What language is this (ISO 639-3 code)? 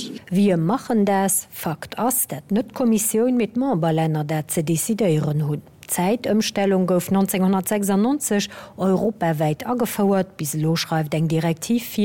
ltz